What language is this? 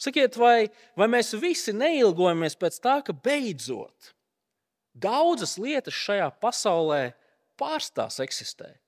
Latvian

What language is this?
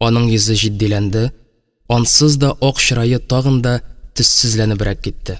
Tatar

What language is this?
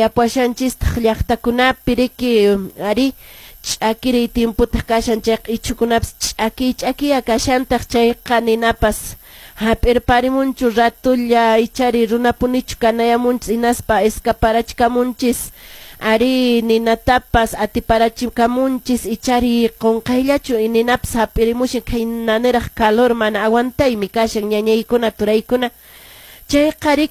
Quechua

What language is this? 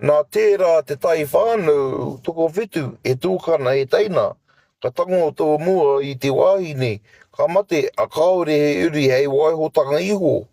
Māori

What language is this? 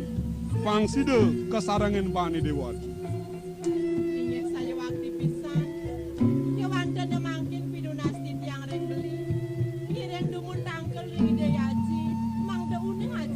Balinese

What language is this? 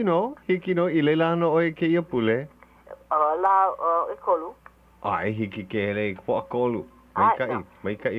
Hawaiian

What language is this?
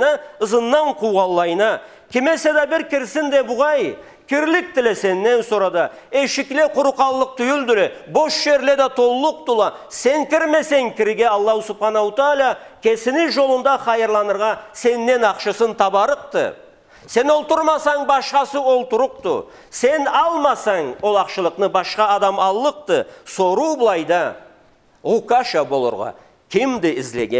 Karachay-Balkar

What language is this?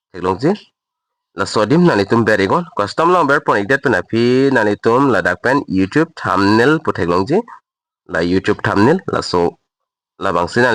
Karbi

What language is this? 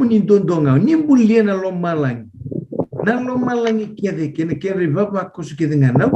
Fijian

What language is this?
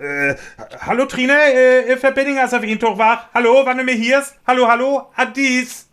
Northern Frisian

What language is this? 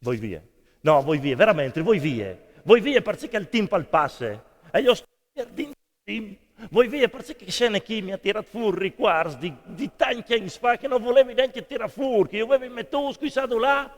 Friulian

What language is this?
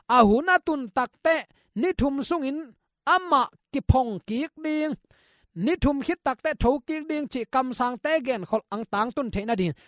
Tedim Chin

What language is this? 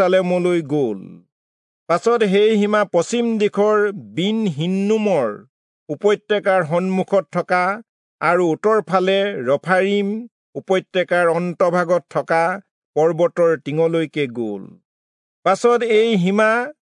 Assamese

